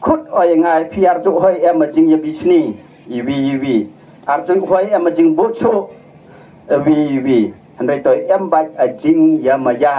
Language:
Khasi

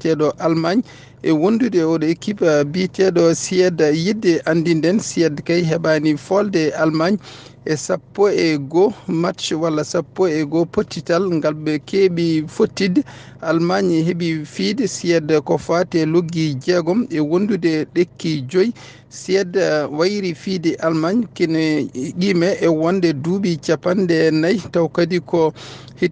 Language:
Fula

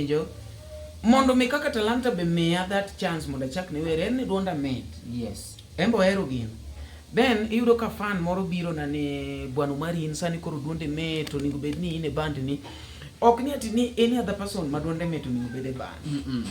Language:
Luo (Kenya and Tanzania)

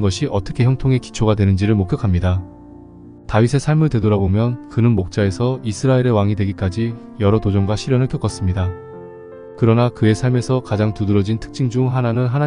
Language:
Korean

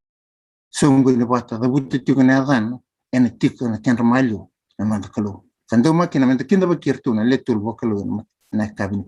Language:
Fijian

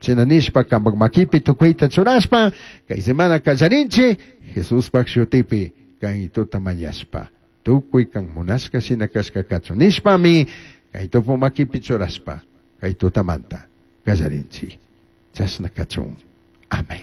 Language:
Chimborazo Highland Quichua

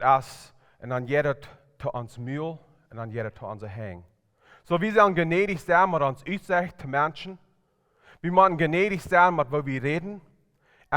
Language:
Plautdietsch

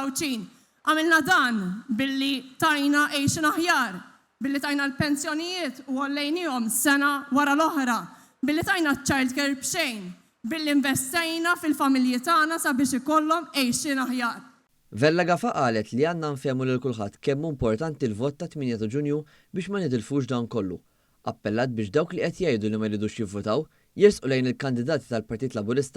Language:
Maltese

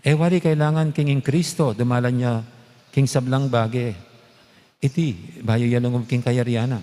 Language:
Pampanga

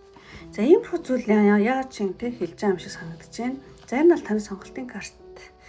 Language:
Mongolian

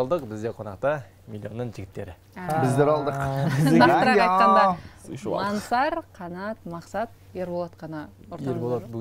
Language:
Kazakh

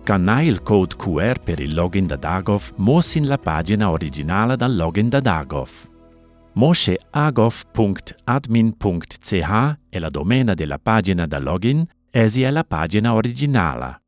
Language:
Romansh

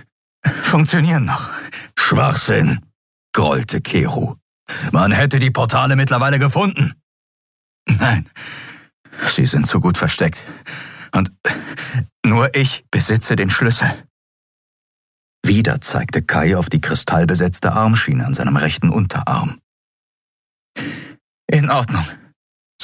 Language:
German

